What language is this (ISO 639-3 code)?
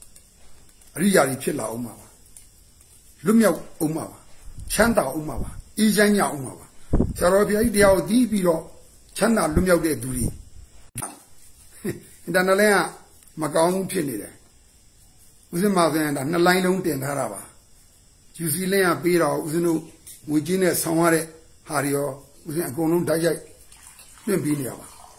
mya